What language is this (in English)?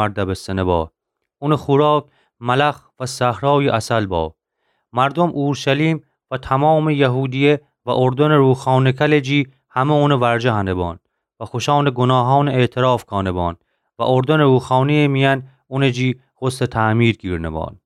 Gilaki